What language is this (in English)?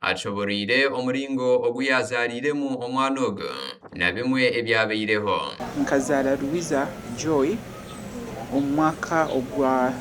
Nyankole